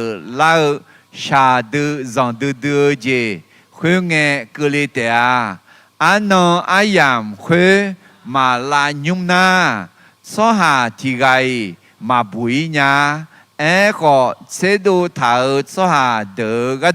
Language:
Akha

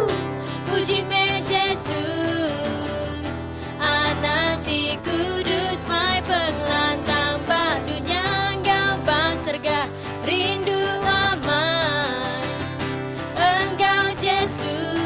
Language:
Iban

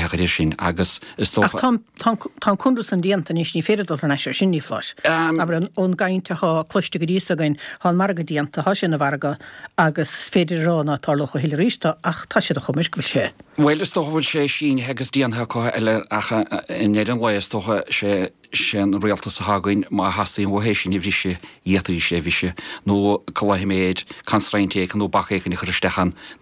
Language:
Irish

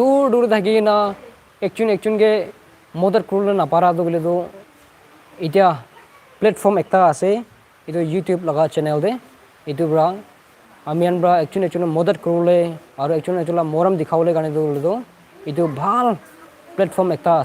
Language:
Naga Pidgin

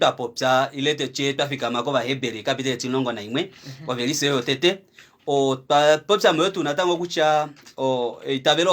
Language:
Kuanyama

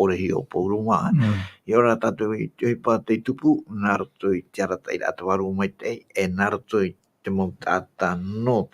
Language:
Tahitian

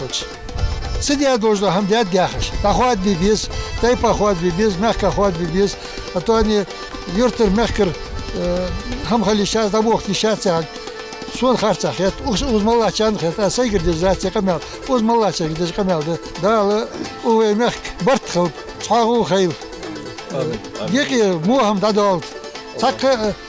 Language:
Ingush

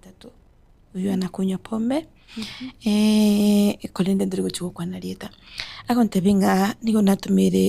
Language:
Gusii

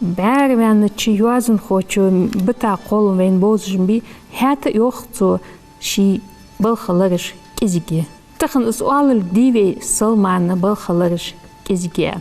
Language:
Ingush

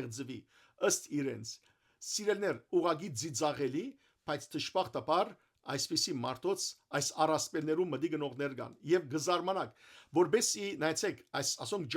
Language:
Western Armenian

